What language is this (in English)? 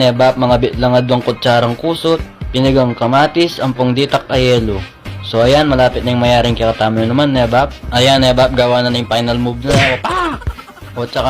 Pampanga